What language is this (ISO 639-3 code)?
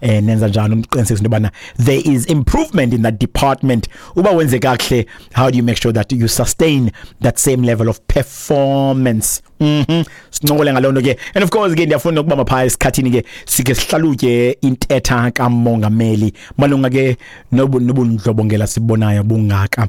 xho